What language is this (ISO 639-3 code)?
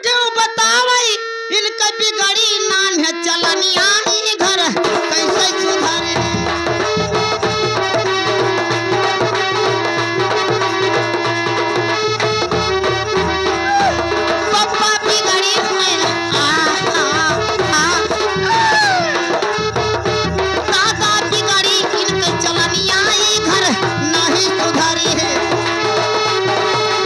bho